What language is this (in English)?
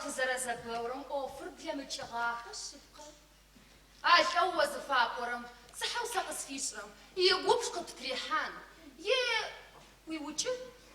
Adyghe